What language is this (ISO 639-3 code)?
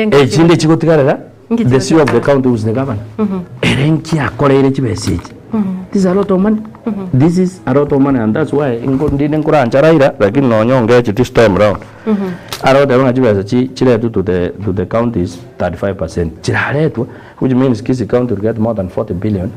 guz